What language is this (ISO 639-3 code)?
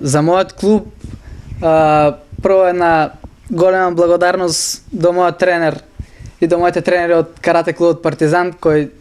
mkd